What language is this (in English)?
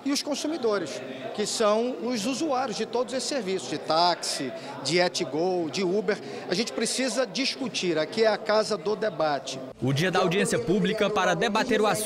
Portuguese